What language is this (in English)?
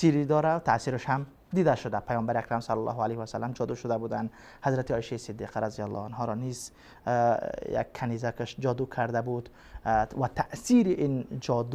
Persian